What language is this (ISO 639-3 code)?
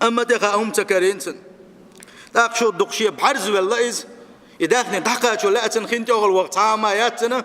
che